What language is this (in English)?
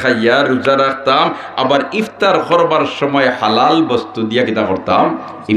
Sylheti